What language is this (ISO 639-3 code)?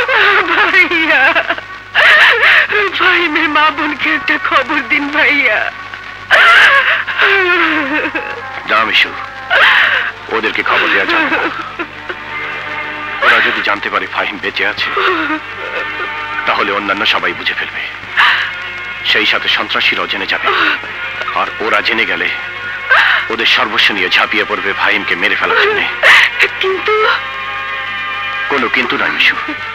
ben